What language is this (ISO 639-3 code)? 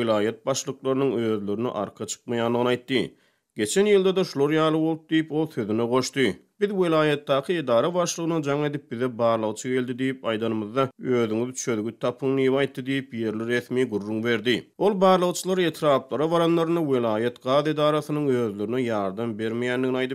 tuk